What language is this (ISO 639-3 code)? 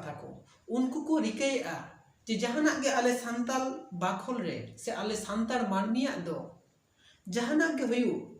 sat